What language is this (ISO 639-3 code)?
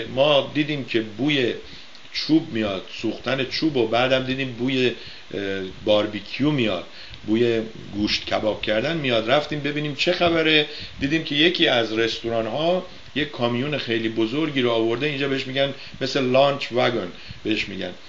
fas